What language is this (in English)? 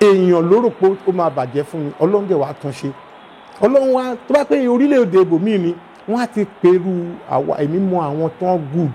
Yoruba